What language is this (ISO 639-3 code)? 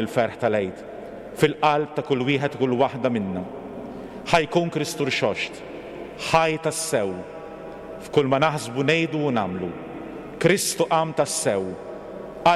mlt